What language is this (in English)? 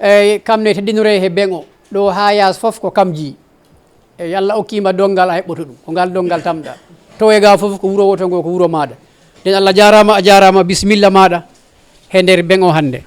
Fula